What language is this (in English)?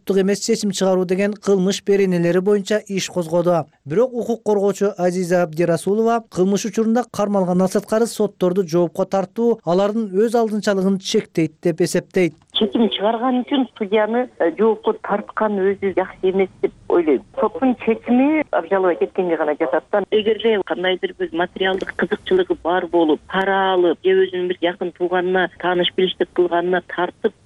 Kyrgyz